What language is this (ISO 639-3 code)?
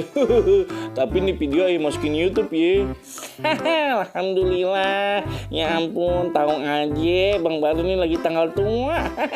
bew